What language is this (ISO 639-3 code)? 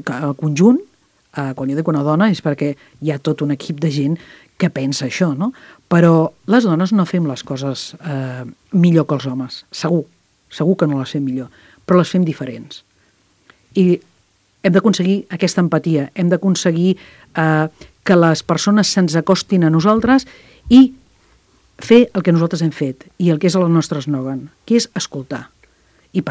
cat